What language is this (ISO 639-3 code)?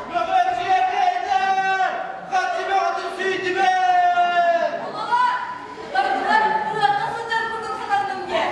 sah